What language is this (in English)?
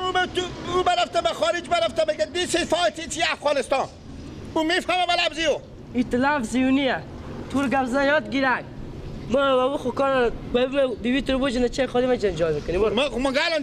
Persian